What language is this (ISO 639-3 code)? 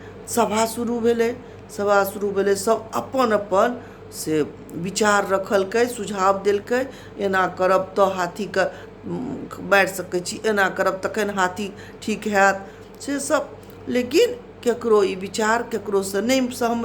mai